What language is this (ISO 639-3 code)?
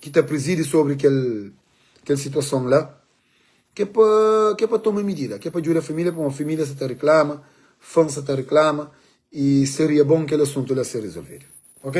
kea